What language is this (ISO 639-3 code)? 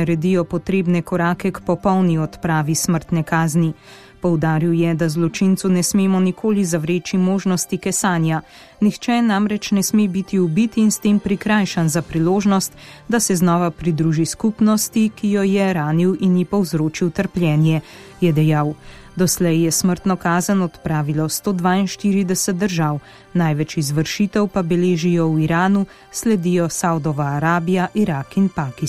slv